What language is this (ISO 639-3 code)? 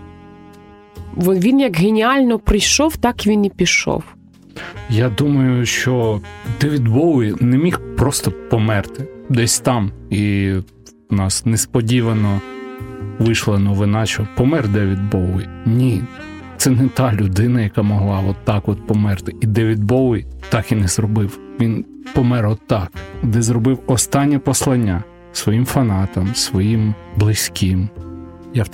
ukr